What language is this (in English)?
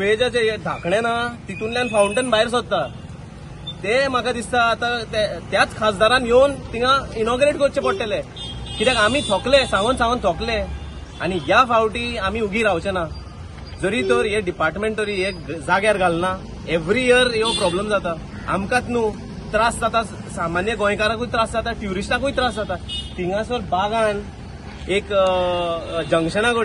Konkani